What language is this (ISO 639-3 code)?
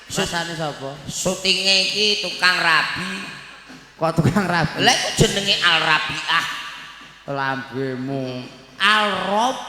jav